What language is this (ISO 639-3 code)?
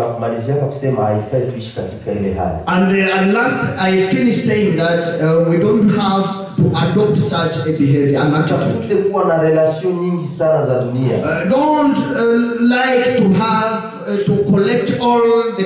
swa